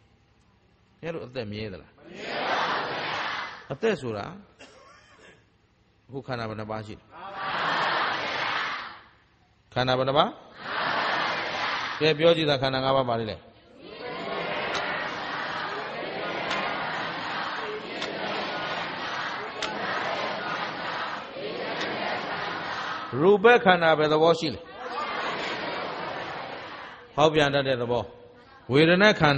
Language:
Burmese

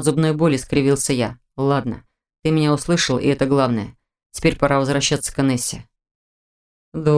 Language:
Russian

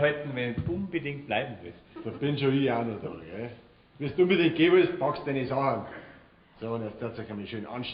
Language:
Bavarian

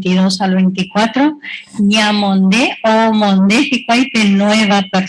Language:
Guarani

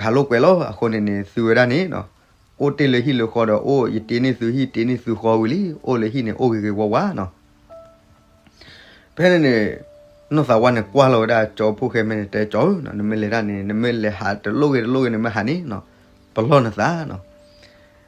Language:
S'gaw Karen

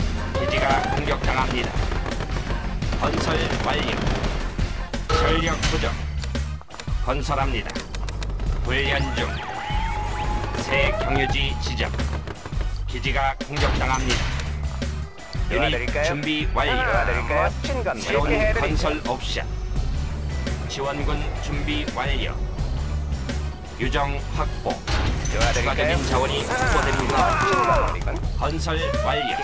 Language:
Korean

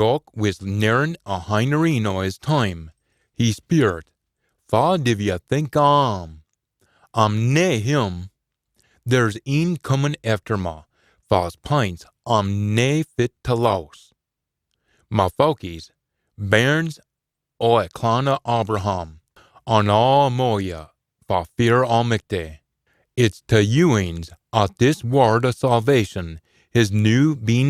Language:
Scots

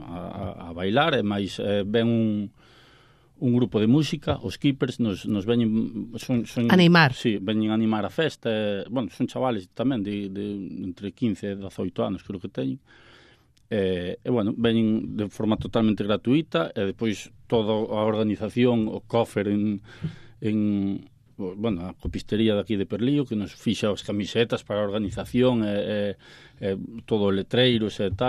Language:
Galician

